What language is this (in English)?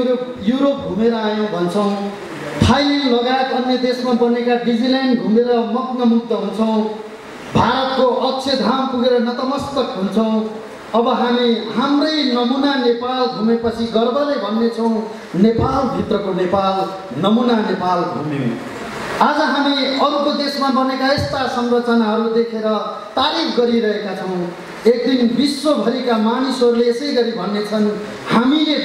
Nepali